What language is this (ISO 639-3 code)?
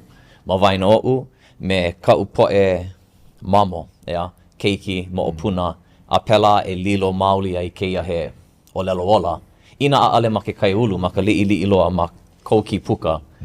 haw